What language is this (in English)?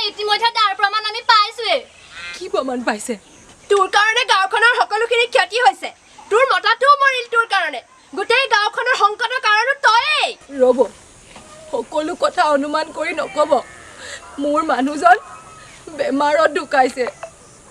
Assamese